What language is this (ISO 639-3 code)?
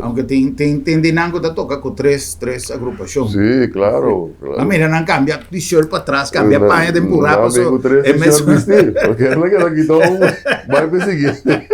pap